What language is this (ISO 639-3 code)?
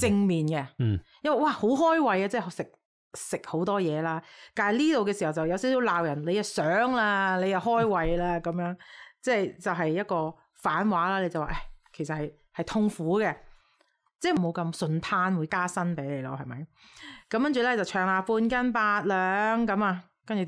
yue